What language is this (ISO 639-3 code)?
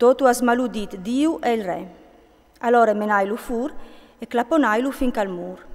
fur